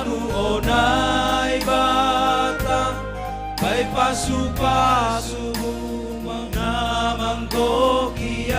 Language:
Batak Simalungun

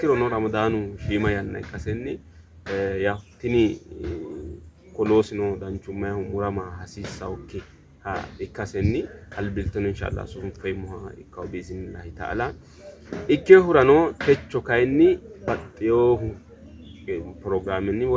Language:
Sidamo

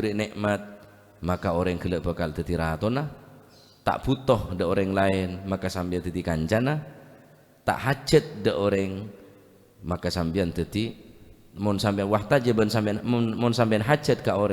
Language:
Madurese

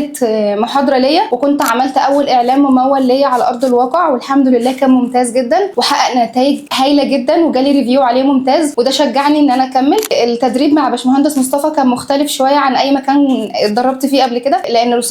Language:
Egyptian Arabic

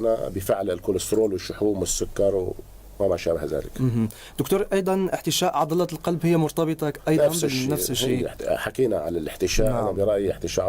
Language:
North Levantine Arabic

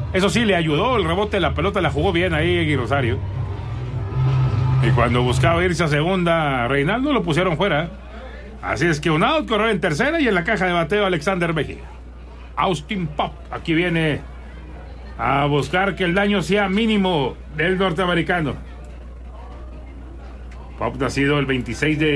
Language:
Spanish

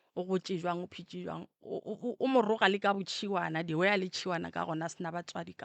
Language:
Northern Sotho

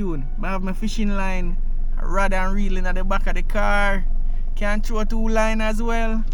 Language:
Jamaican Creole English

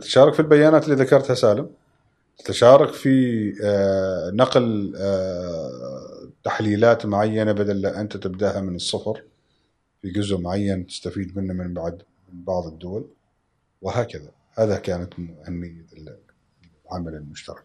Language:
Gulf Arabic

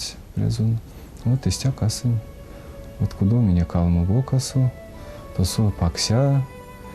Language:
Erzya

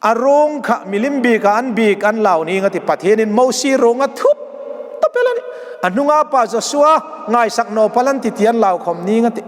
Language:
Hmar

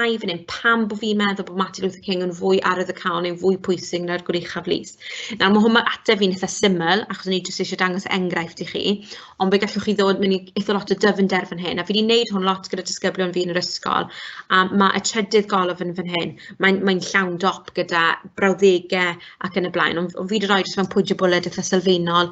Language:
Welsh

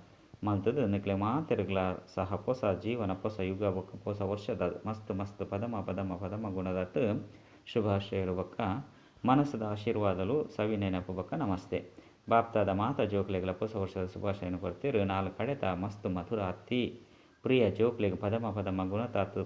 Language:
Tulu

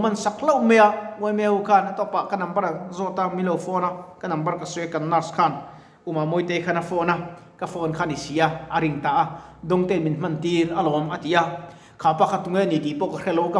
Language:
Mizo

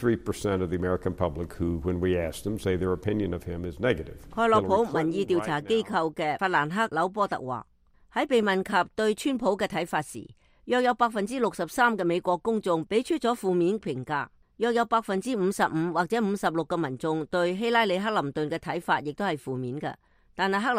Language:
Cantonese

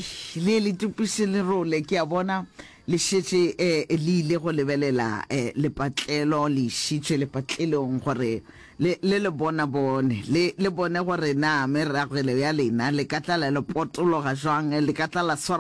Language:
Northern Sotho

